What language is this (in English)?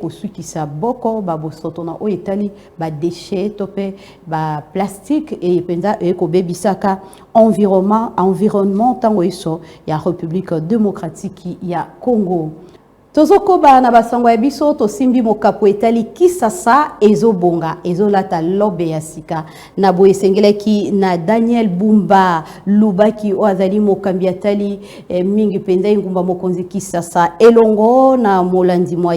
Lingala